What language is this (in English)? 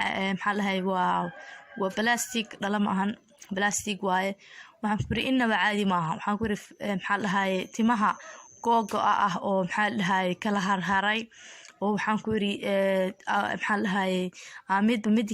Somali